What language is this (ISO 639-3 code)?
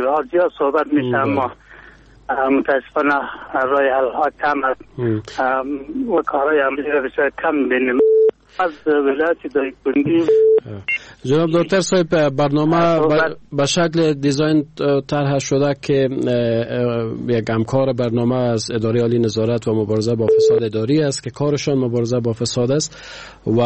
fas